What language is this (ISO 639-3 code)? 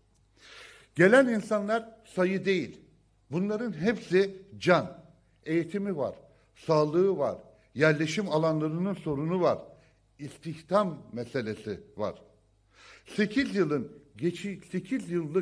tur